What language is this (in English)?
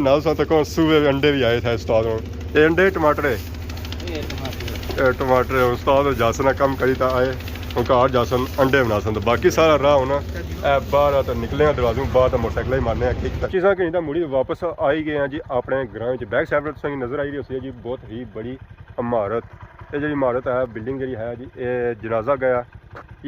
Pahari-Potwari